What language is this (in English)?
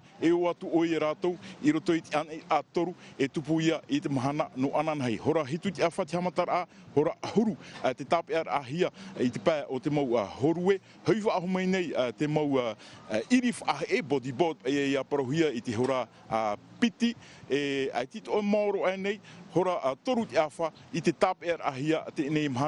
Tahitian